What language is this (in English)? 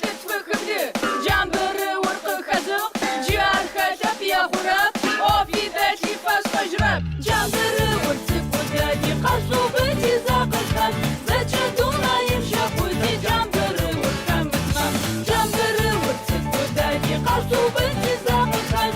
Adyghe